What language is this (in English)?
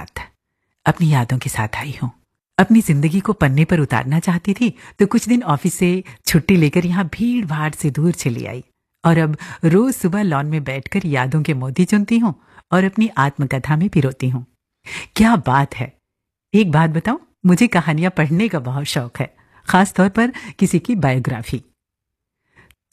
Hindi